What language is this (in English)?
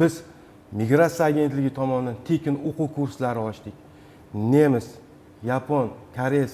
Uzbek